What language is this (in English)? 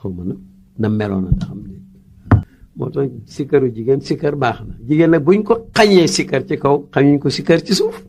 Wolof